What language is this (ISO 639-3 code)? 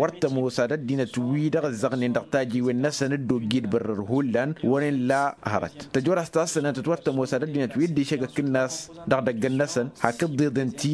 taq